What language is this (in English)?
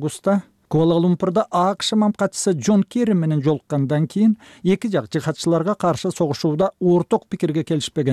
Kyrgyz